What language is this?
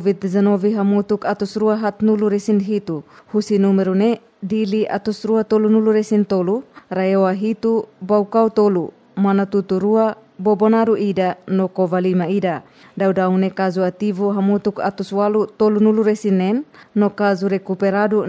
Tetum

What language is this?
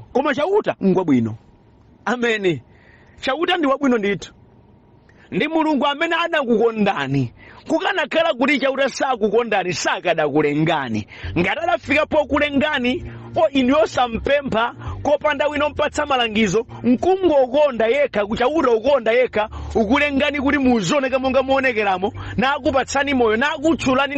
Nyanja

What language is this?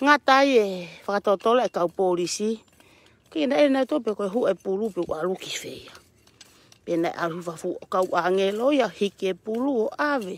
Tongan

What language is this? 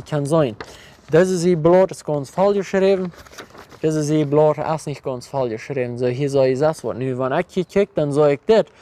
Plautdietsch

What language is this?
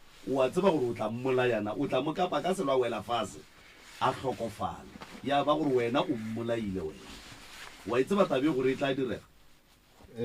Northern Sotho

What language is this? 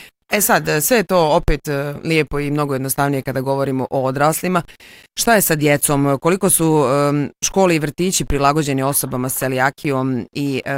Bosnian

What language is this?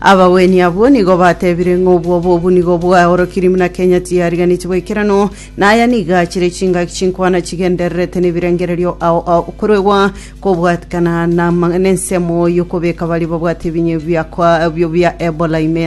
Gusii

